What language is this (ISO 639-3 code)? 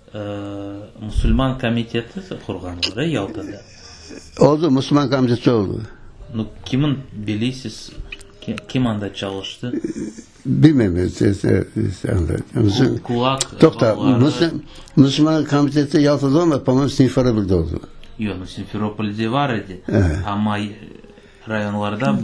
crh